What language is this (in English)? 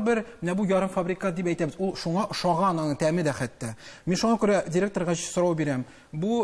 Tatar